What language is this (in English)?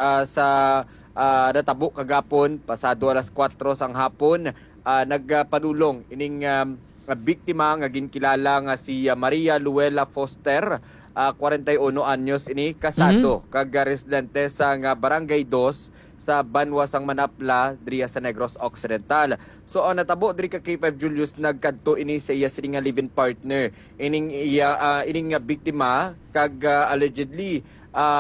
Hiligaynon